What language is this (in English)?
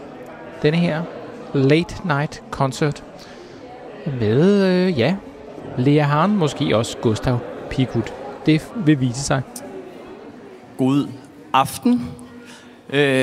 Danish